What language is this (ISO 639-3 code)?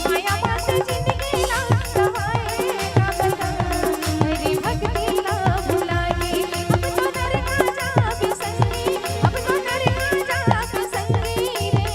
hne